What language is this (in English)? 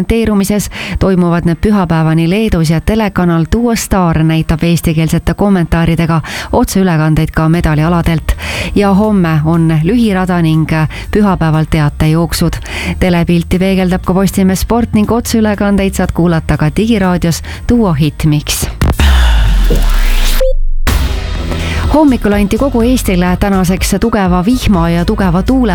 Estonian